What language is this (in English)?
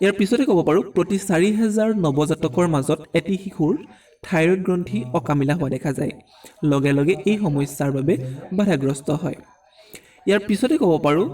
Assamese